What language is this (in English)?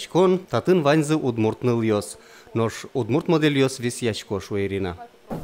Udmurt